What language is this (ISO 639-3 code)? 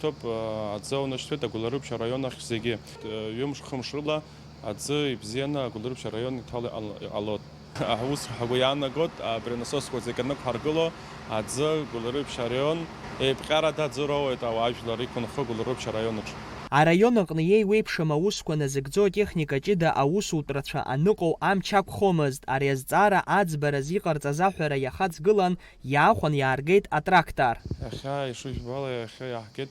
abk